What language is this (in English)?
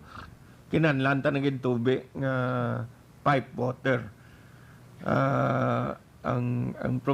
Hiligaynon